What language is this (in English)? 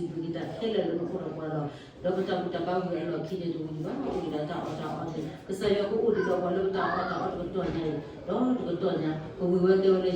S'gaw Karen